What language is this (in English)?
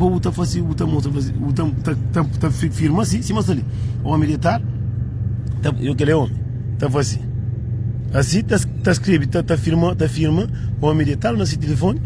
Kabuverdianu